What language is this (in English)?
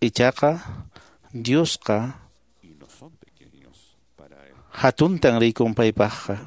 Quechua